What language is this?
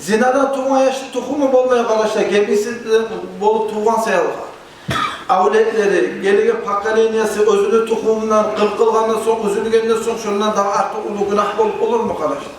Kumyk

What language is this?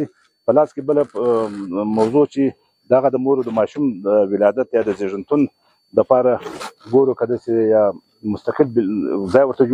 Pashto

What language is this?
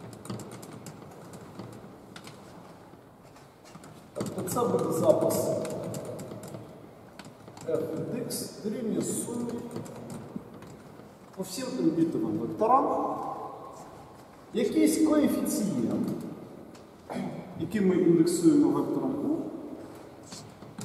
Ukrainian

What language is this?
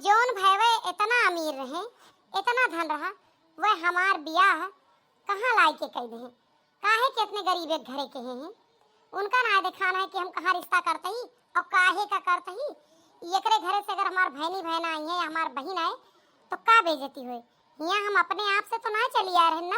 Awadhi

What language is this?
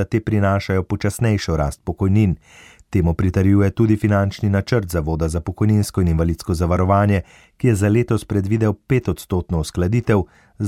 Slovenian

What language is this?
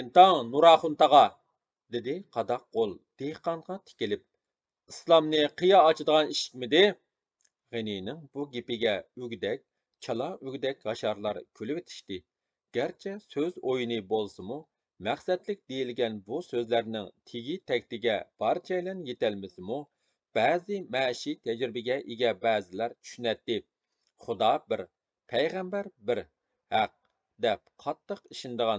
Uyghur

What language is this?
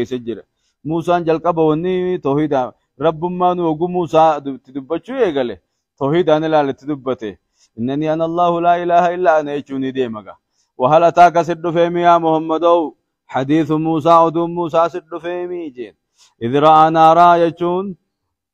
Oromo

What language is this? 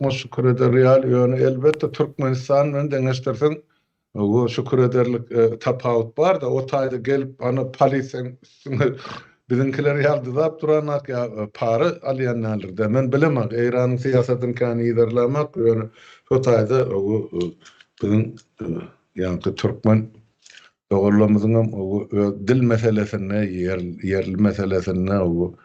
Turkmen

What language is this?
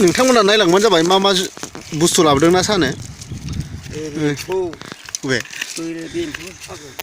Bodo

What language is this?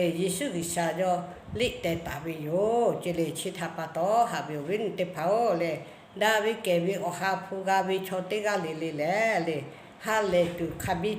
Lahu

